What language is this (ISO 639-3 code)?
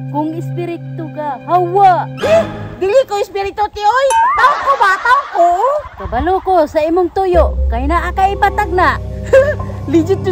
ceb